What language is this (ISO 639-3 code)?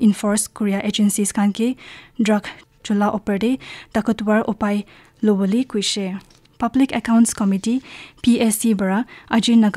nag